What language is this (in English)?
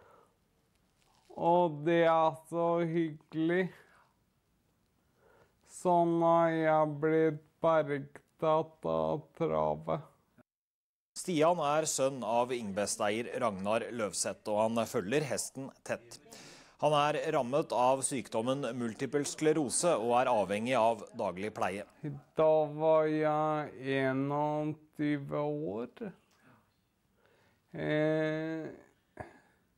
Norwegian